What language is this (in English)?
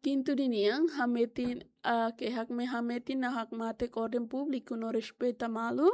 Tetum